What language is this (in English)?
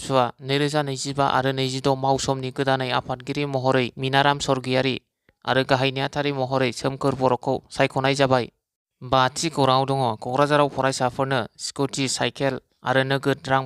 Bodo